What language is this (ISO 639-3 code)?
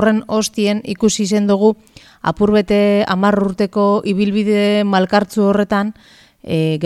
eus